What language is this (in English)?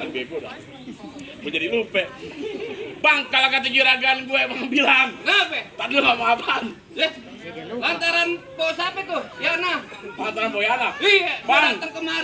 Betawi